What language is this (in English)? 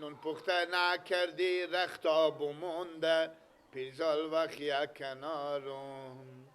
Persian